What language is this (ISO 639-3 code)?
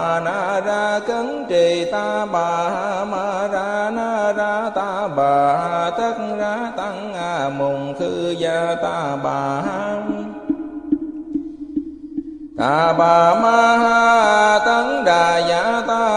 vie